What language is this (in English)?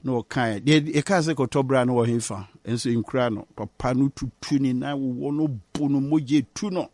Akan